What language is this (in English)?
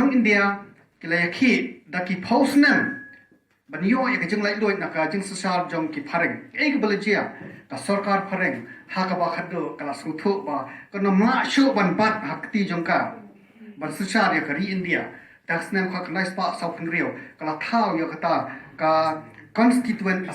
Khasi